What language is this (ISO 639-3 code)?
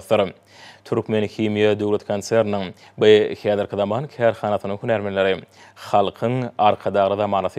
tuk